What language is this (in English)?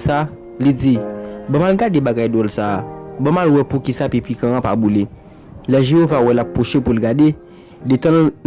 Haitian Creole